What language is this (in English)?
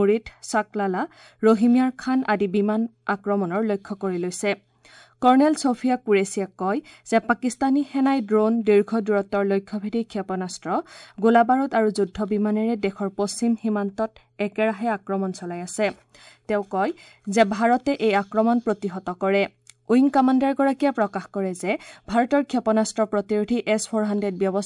Assamese